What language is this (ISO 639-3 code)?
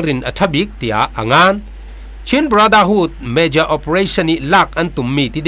cfm